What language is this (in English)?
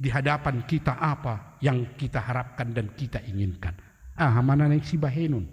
Batak Toba